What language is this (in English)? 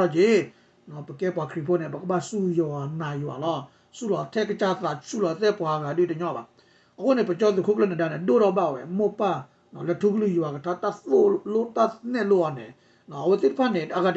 S'gaw Karen